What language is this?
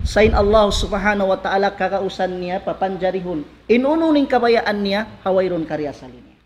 Tausug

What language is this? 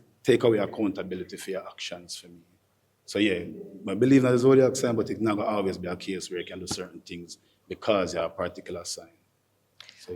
Jamaican Creole English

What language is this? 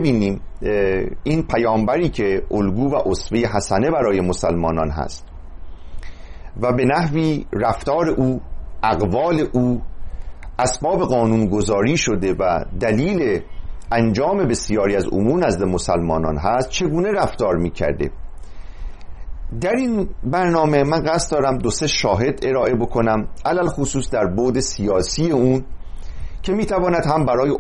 Persian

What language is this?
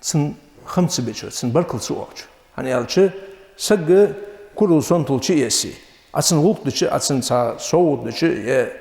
Ingush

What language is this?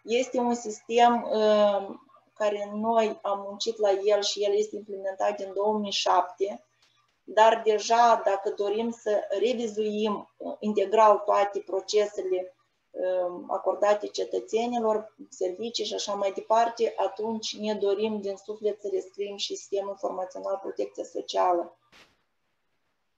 Romanian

